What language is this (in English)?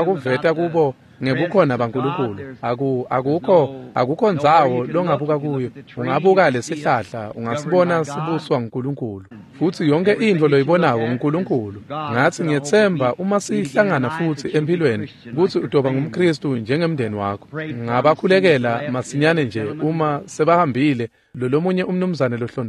Swati